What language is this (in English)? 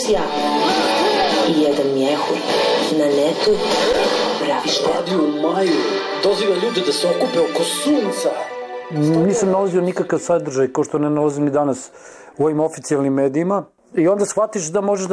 Bosnian